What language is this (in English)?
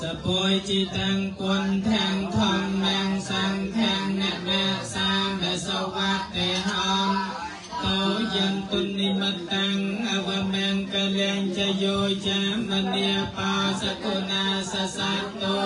Khmer